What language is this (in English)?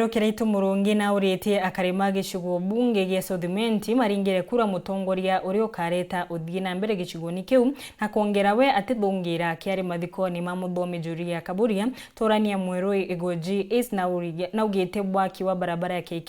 Meru